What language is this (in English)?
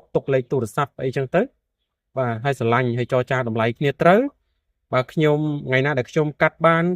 Khmer